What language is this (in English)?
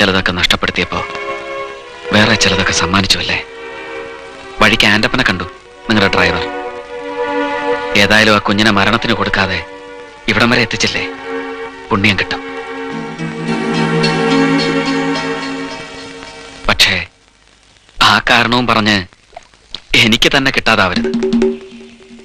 Malayalam